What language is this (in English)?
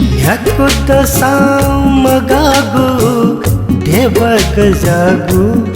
Newari